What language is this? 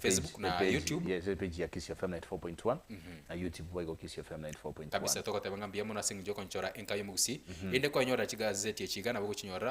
Gusii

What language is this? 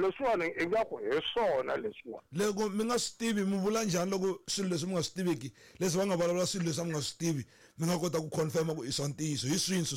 Tsonga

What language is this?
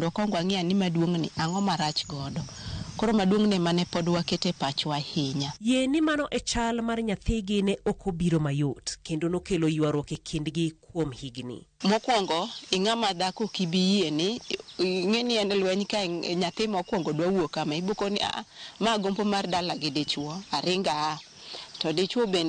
Luo (Kenya and Tanzania)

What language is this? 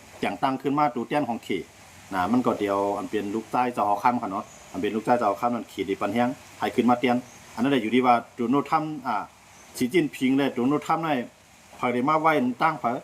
Shan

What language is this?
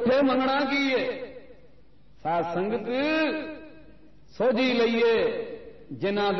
Punjabi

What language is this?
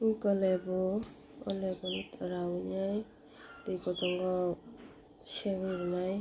Kok Borok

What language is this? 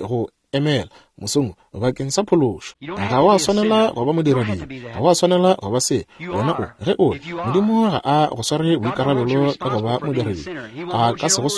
Northern Sotho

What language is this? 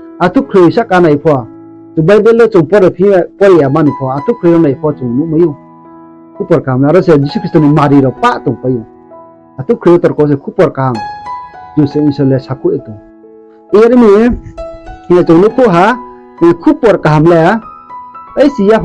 Riang (India)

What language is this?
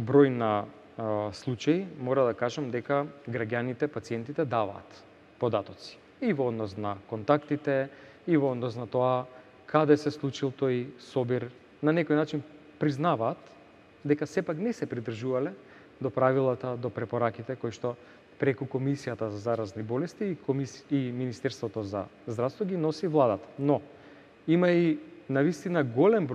Macedonian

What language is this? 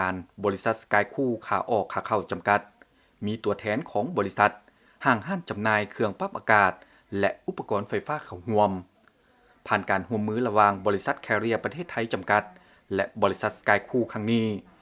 Lao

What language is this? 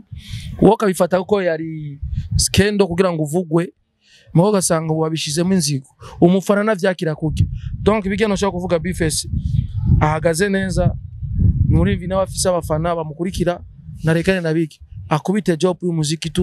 Rundi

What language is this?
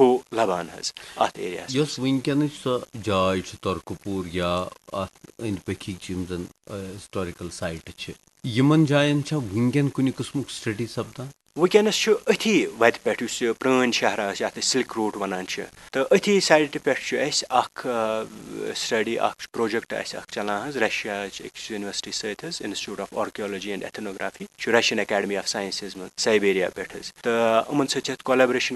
Kashmiri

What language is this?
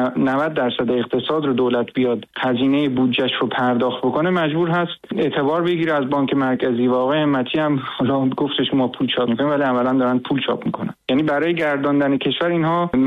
Persian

